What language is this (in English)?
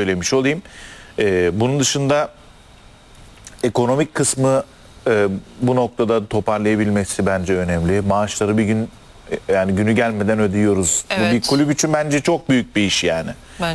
Turkish